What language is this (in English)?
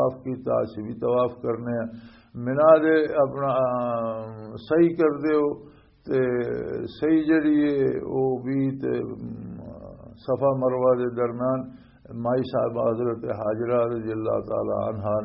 Western Panjabi